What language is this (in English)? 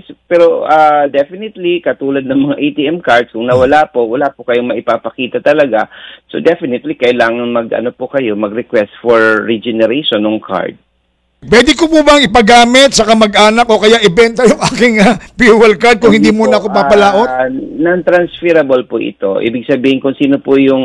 Filipino